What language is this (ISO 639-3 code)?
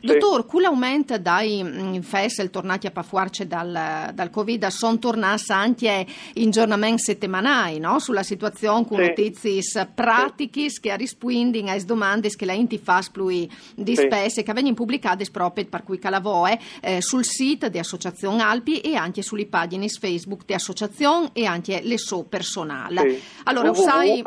fur